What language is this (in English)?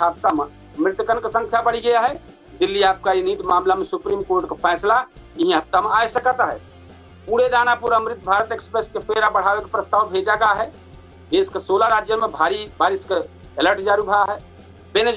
Awadhi